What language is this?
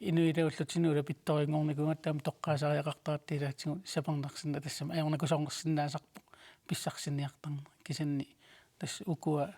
Kalaallisut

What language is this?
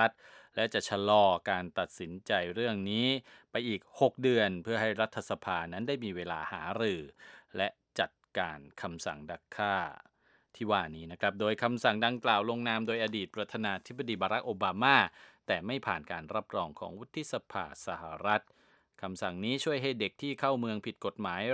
Thai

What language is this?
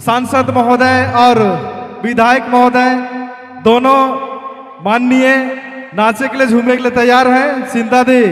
Sadri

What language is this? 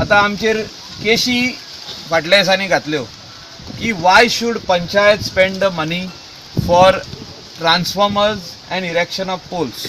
Konkani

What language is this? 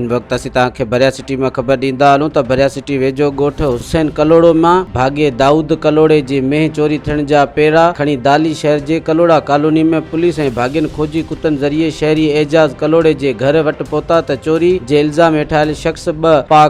Sindhi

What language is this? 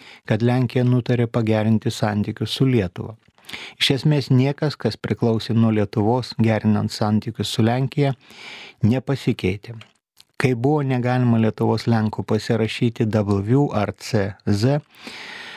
Lithuanian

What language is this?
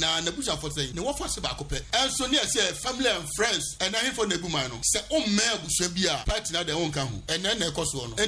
Akan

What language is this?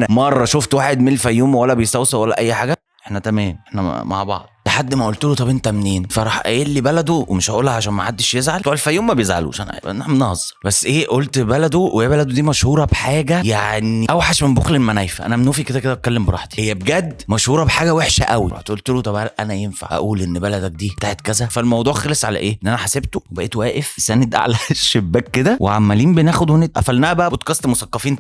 Egyptian Arabic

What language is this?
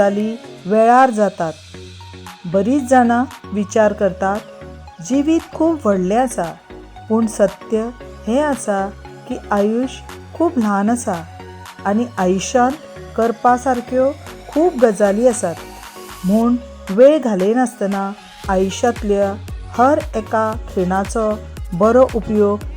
Konkani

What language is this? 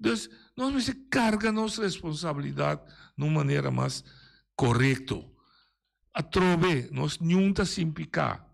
Papiamento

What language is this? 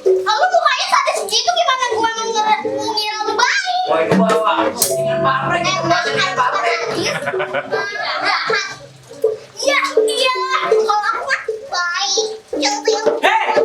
Betawi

